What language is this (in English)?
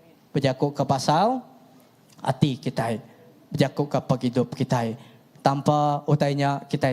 Iban